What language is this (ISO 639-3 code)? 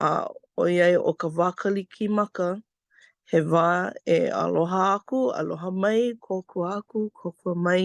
haw